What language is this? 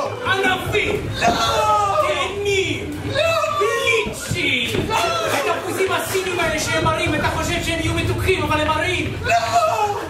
Hebrew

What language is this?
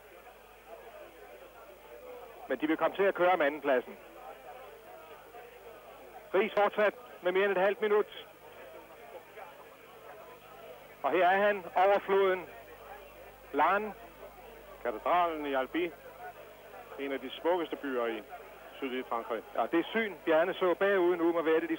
Danish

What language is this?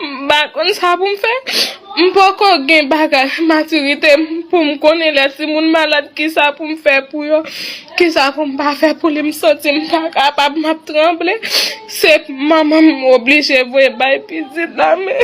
Haitian Creole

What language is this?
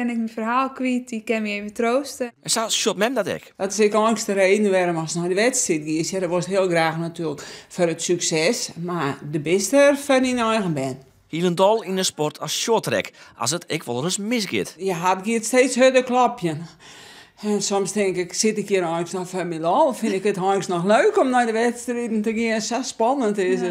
Western Frisian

